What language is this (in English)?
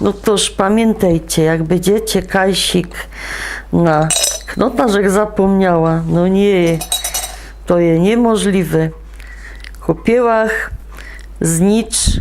Silesian